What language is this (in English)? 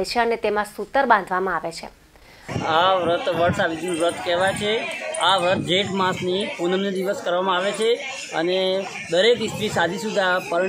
Gujarati